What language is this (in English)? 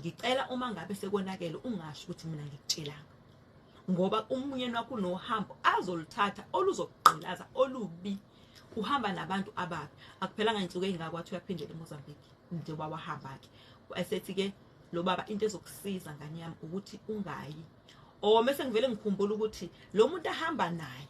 Zulu